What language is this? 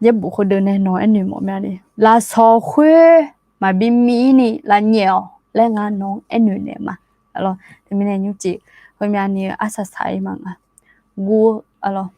Akha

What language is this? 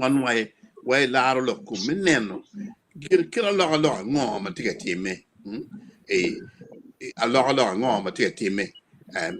Acoli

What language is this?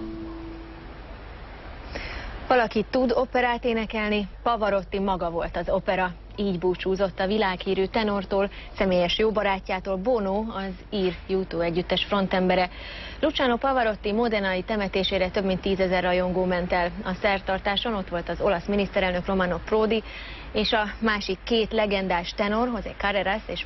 Hungarian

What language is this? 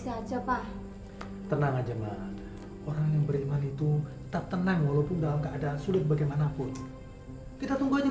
Indonesian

